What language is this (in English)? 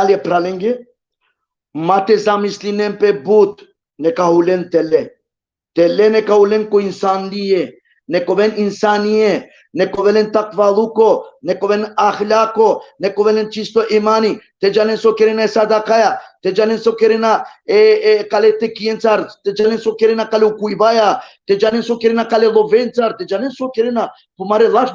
Balkan Romani